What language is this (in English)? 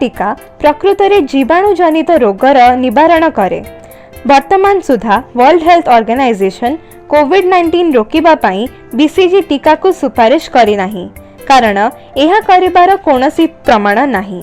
Odia